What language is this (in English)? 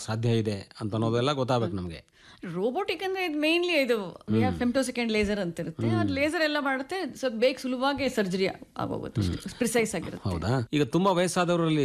Kannada